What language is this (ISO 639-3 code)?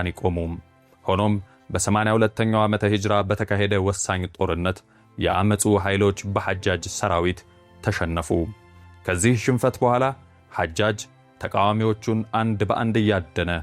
amh